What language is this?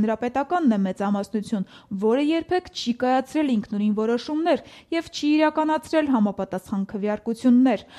Armenian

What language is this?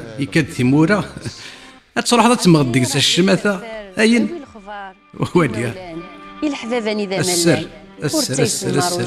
Kabyle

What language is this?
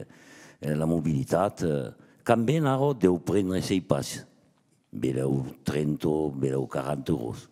Occitan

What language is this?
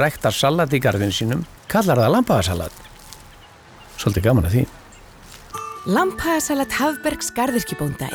Icelandic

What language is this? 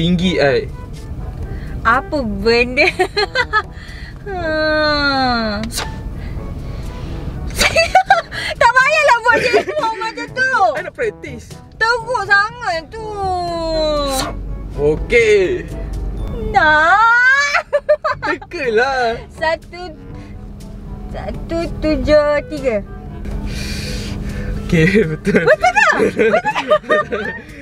Malay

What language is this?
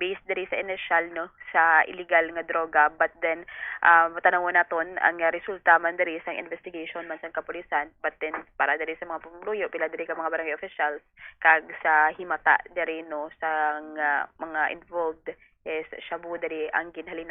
Hiligaynon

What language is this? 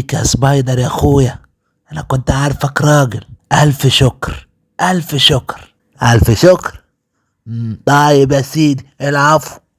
Egyptian Arabic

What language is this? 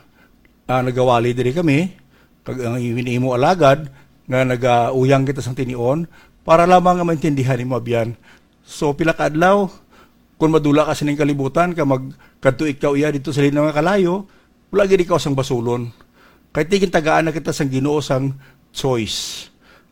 Hiligaynon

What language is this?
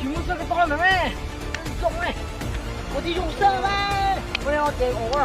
Hmong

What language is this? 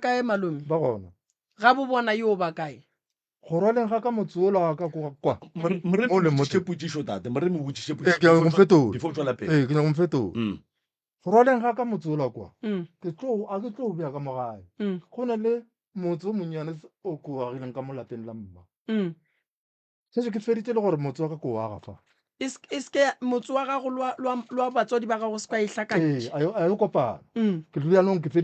Northern Sotho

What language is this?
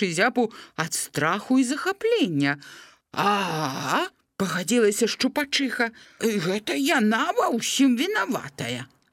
Belarusian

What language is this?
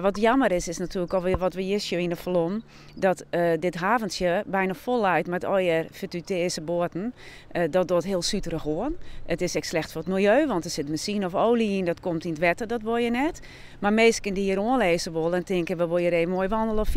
Western Frisian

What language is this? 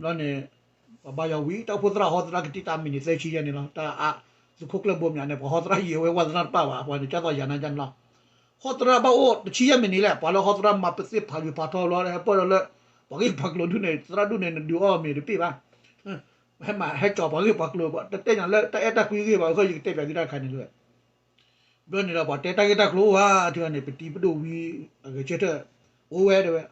S'gaw Karen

